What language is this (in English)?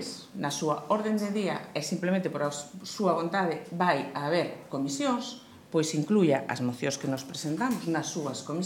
Galician